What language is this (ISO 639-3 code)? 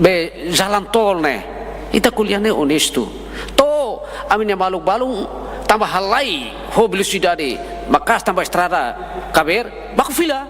tet